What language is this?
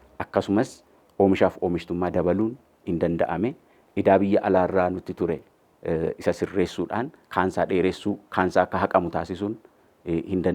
Oromo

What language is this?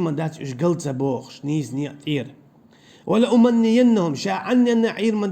Chechen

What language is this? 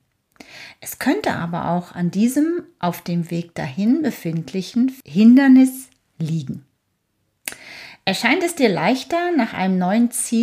German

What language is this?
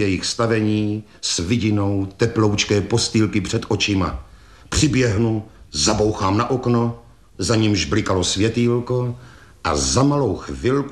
Czech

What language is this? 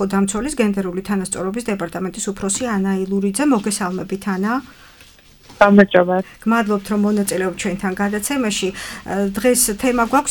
Georgian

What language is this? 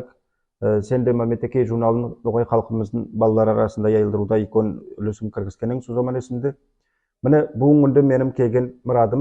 Nogai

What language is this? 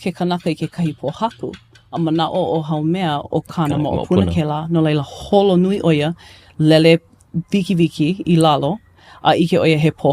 Hawaiian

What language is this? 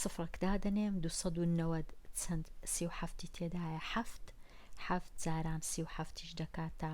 Central Kurdish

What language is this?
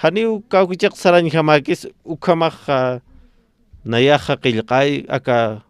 Aymara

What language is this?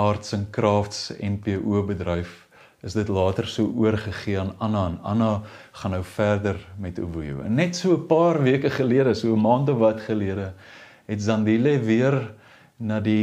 Afrikaans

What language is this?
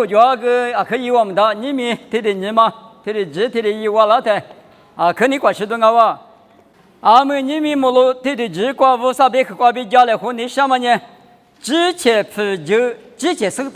Lisu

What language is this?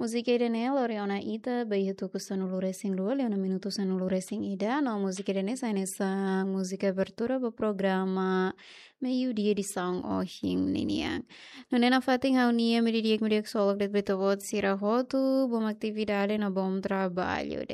Tetum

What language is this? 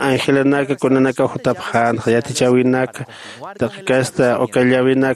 Aymara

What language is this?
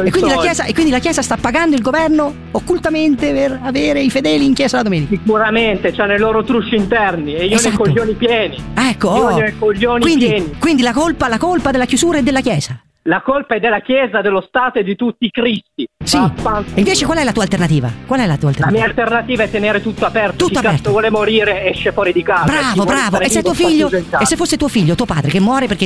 Italian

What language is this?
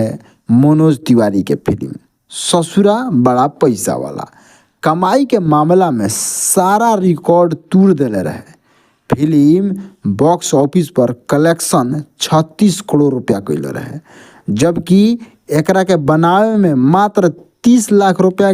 Bhojpuri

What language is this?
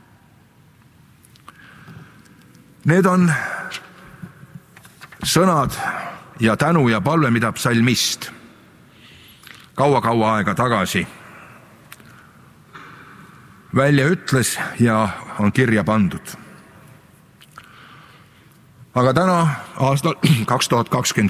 Estonian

